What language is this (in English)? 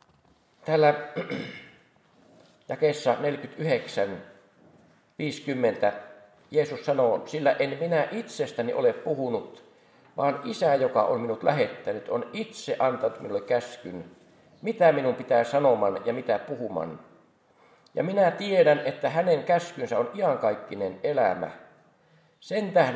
Finnish